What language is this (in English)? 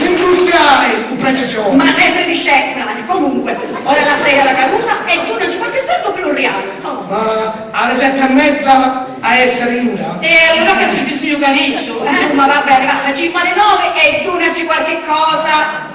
Sicilian